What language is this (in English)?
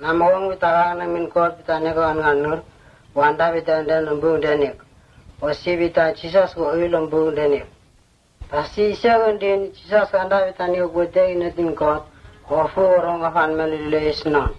Vurës